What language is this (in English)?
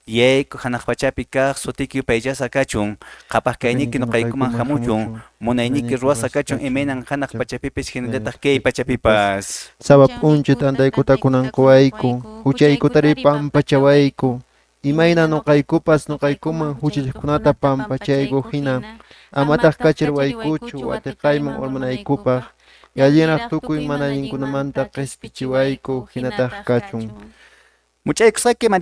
Quechua